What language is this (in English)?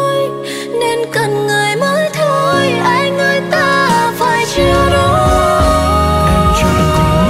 Vietnamese